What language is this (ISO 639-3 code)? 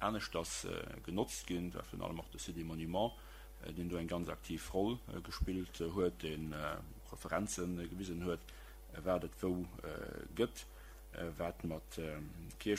ltz